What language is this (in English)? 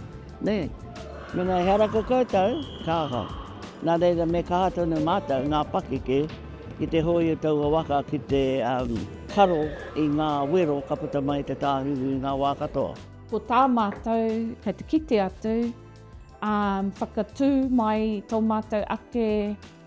Māori